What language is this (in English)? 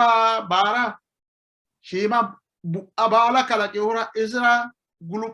Sidamo